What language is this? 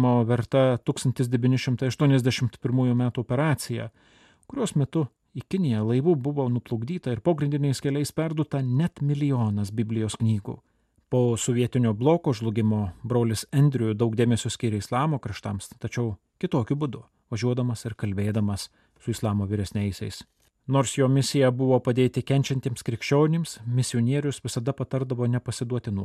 Lithuanian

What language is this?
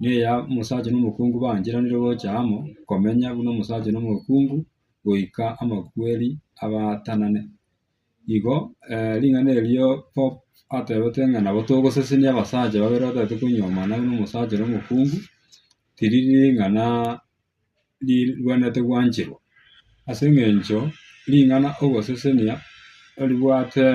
Gusii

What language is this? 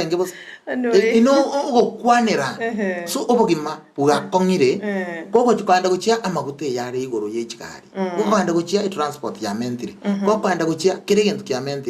Gusii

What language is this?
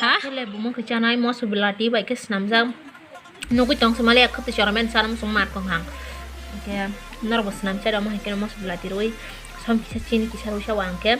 Kok Borok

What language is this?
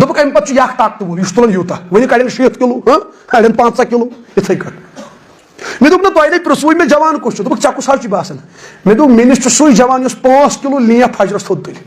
Kashmiri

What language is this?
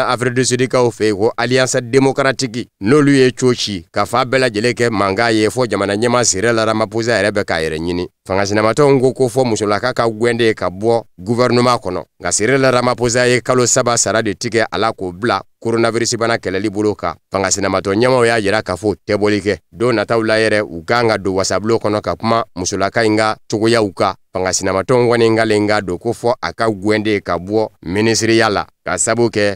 Bambara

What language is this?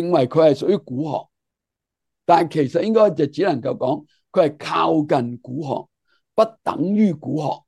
Cantonese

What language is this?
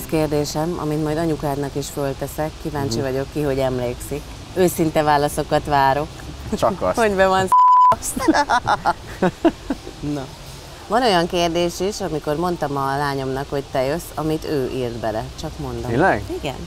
Hungarian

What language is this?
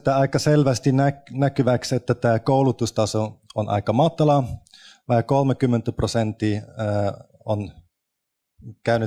Finnish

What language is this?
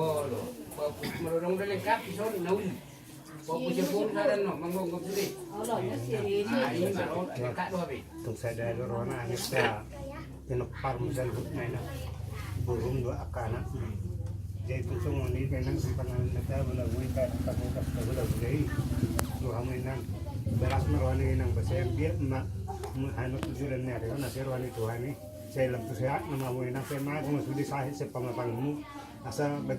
Batak Toba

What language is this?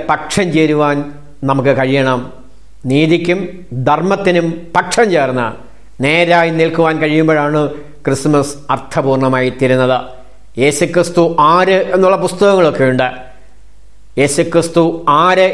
Malayalam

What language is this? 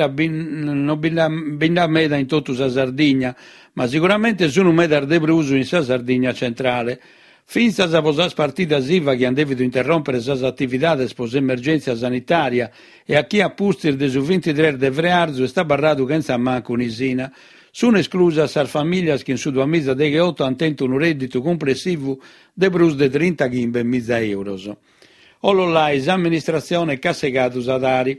Sardinian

